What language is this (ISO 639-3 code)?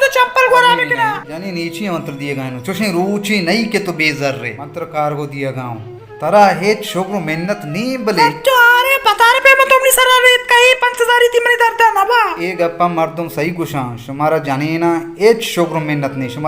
bal